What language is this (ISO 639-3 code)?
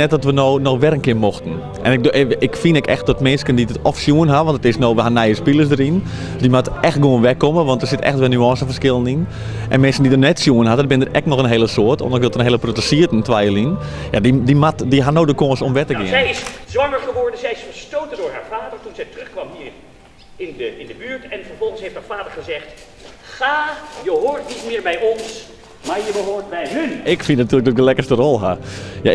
fry